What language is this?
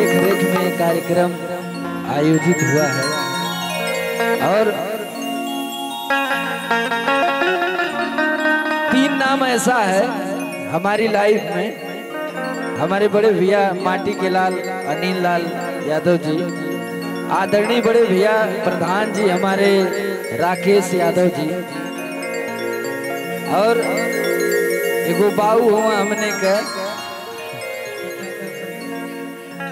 Bhojpuri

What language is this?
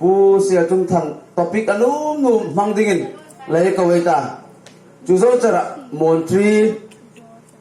Hmar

